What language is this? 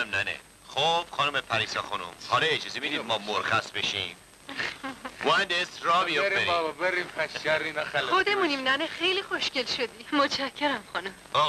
Persian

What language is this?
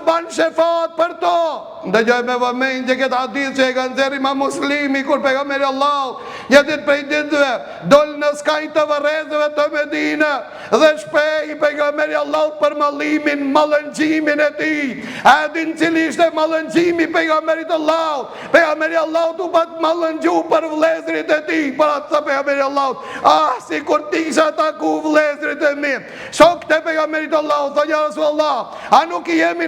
Albanian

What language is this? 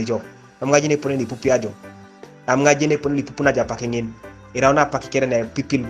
Teso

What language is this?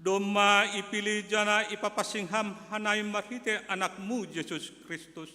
Batak Simalungun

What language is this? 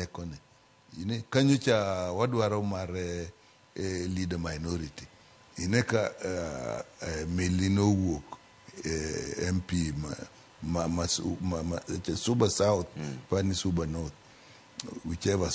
Luo (Kenya and Tanzania)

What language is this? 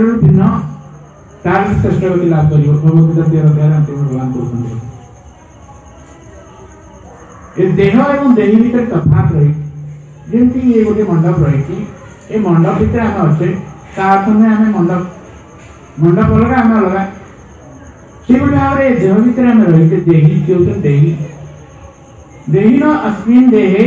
Odia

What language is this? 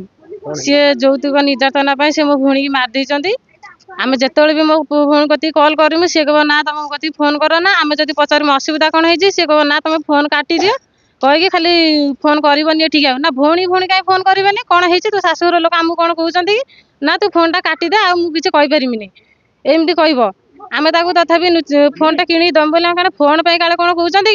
Odia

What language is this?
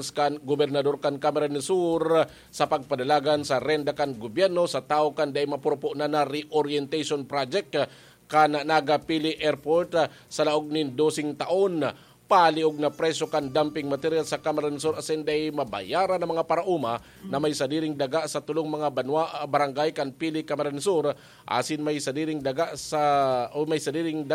Bikol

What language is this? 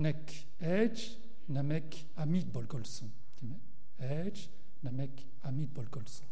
Mongolian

